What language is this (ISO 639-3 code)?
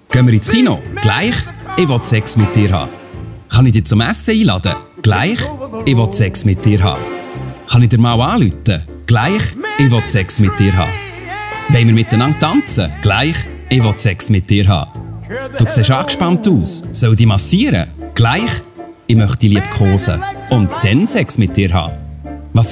gsw